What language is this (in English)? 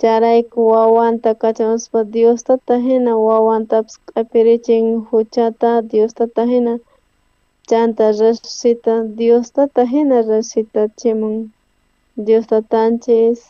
South Bolivian Quechua